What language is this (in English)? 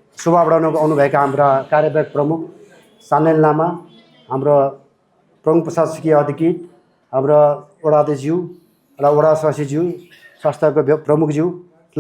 Nepali